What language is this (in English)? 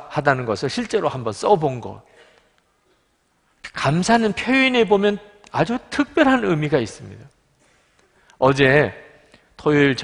Korean